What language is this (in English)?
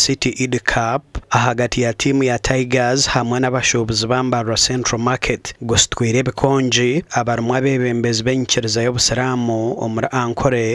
Nyankole